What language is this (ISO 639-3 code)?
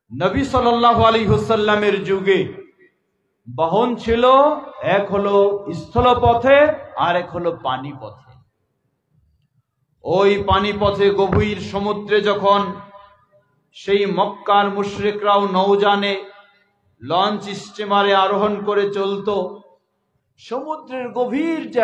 ben